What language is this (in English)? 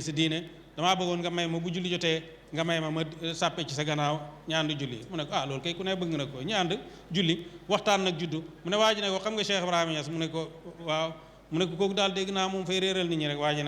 Wolof